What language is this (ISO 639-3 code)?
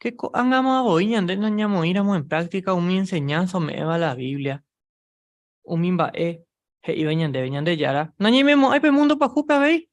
grn